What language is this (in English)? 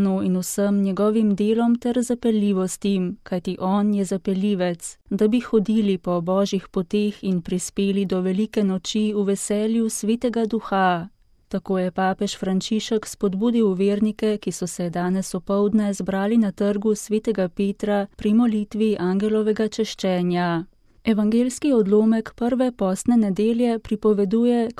Slovenian